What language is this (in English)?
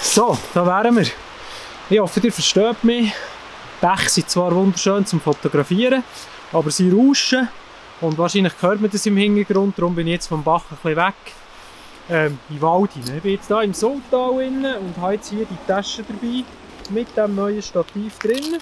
Swiss German